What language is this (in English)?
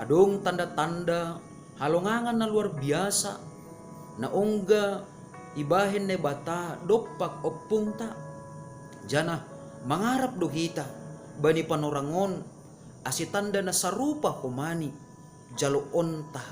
Batak Simalungun